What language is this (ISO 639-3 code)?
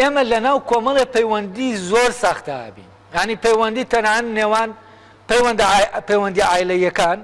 ckb